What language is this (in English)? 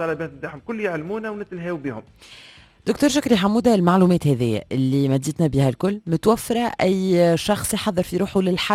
Tunisian Arabic